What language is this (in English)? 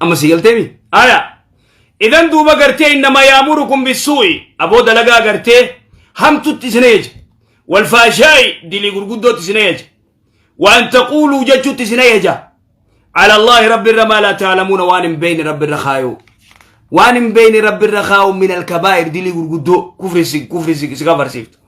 Oromo